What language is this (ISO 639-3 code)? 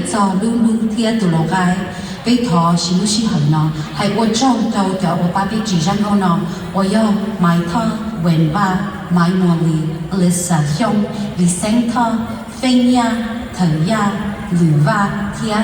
hmn